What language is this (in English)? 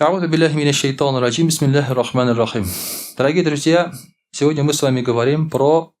Tatar